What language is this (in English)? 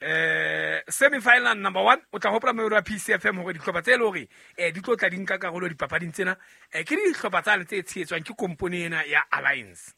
Southern Sotho